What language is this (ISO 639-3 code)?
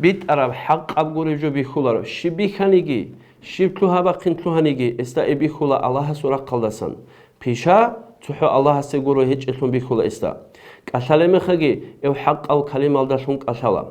ava